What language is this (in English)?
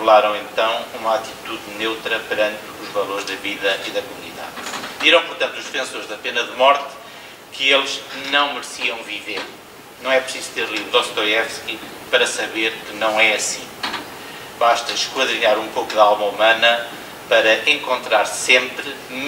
Portuguese